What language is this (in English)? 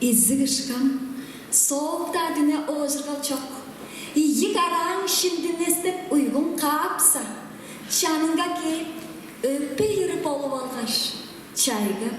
Tuvinian